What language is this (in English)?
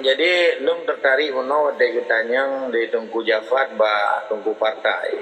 Achinese